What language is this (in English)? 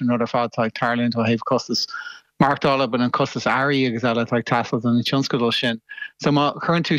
Irish